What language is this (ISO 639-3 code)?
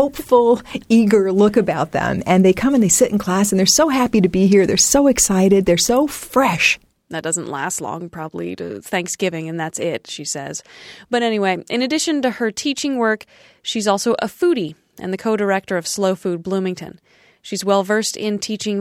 eng